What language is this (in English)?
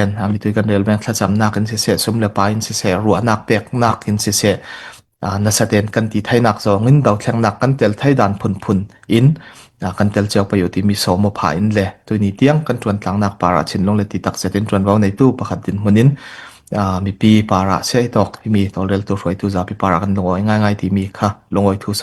Falam Chin